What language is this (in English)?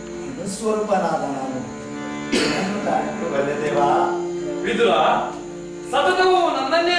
Kannada